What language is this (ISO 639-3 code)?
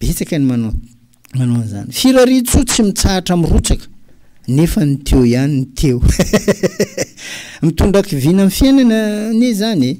mlg